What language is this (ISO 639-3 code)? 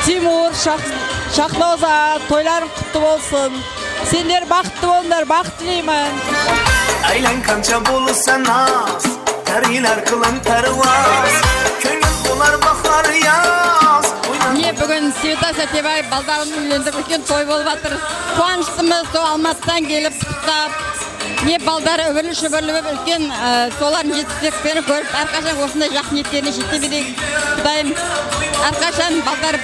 kaa